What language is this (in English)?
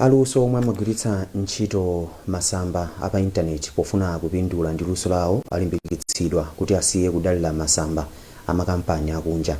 Nyanja